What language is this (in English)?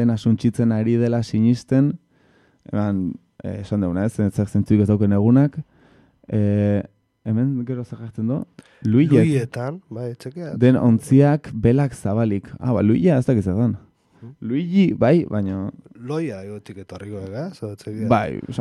Basque